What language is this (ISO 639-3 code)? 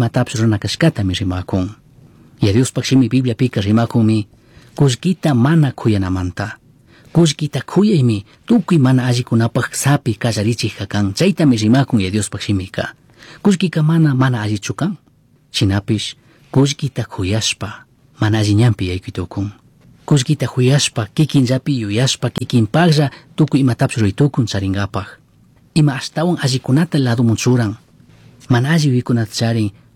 qug